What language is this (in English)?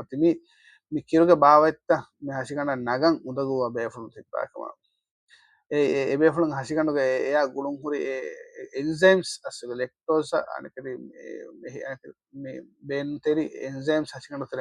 Divehi